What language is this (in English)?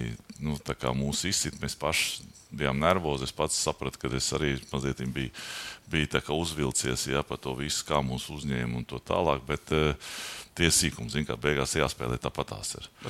Latvian